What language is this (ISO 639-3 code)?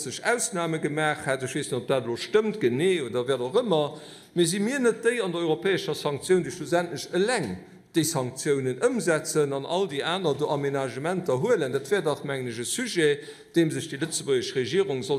ltz